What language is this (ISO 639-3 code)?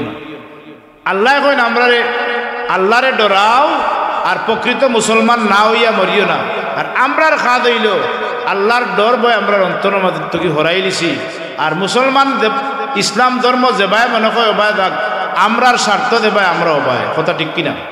syl